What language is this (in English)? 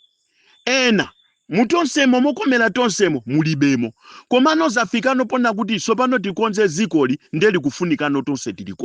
Nyanja